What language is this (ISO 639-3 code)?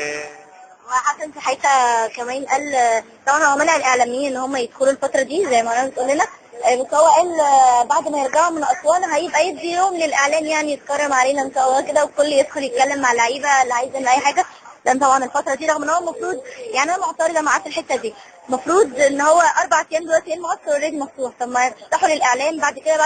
arz